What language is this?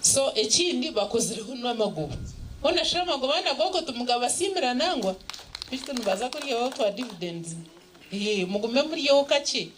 Nyankole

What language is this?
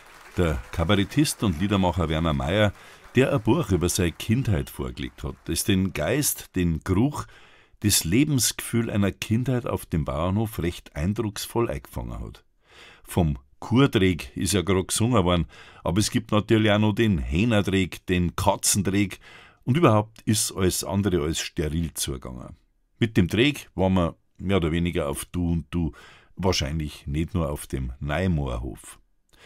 Bavarian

